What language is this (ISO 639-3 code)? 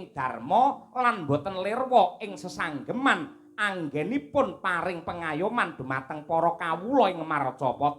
jav